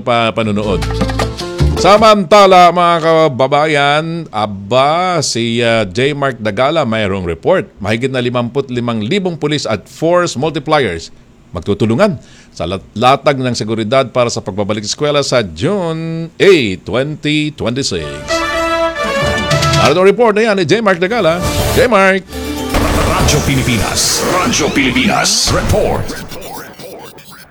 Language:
Filipino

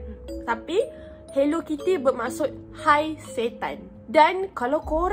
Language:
Malay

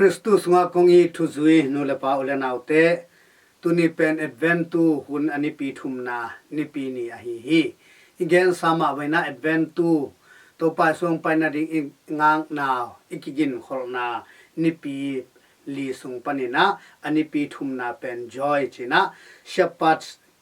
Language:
Tedim Chin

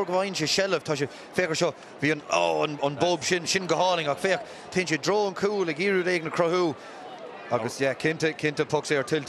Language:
Irish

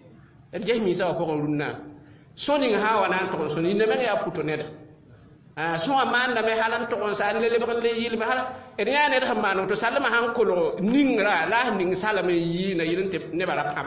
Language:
Mossi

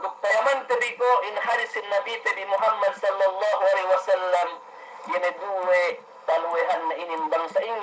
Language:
Yakan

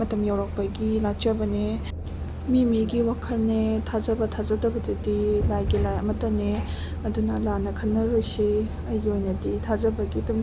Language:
Manipuri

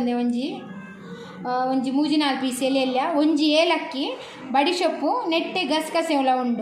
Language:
Tulu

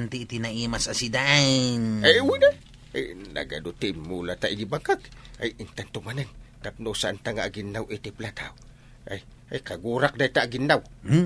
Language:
Iloko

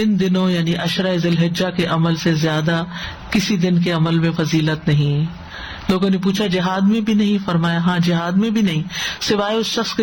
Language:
Urdu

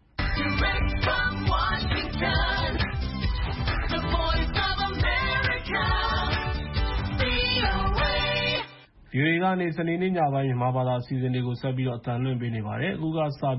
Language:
Burmese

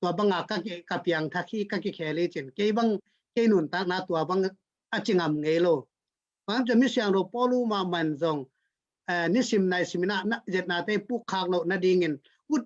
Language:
Tedim Chin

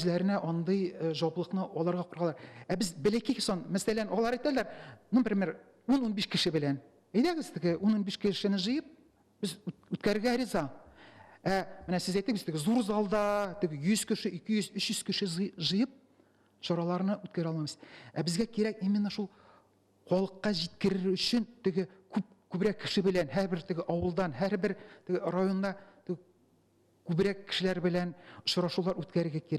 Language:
Tatar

